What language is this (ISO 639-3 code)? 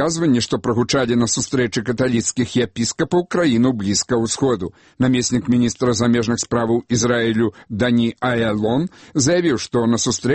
bel